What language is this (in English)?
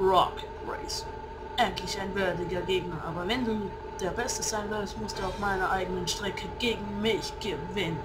Swiss German